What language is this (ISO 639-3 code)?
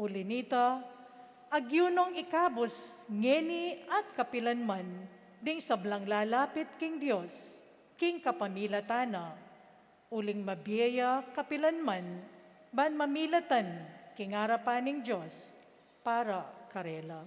pam